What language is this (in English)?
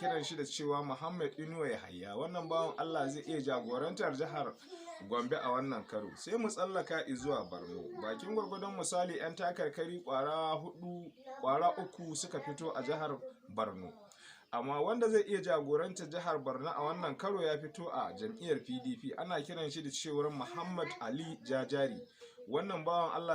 Hausa